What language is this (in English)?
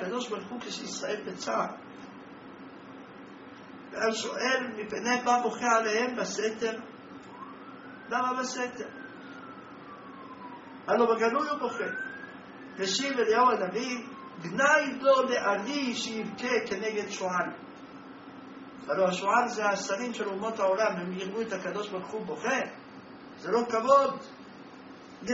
Hebrew